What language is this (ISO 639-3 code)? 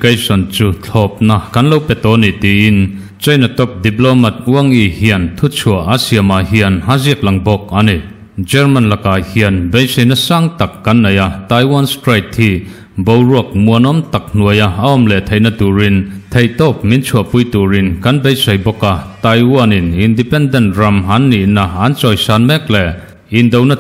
lus